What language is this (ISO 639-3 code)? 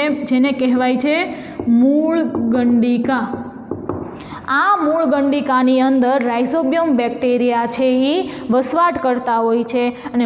guj